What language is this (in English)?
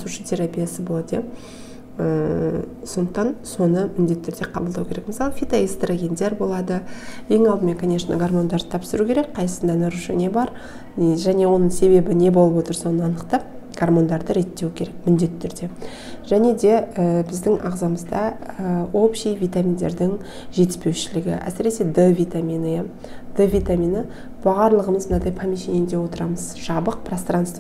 Kazakh